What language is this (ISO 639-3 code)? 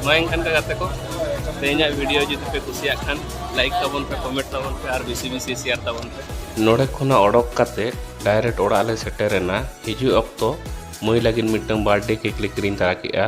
sat